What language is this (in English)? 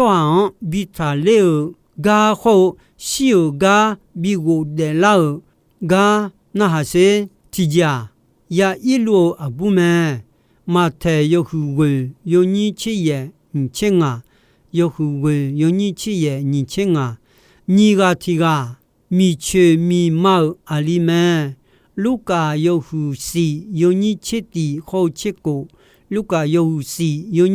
Akha